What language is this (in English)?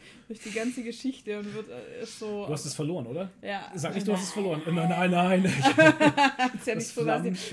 German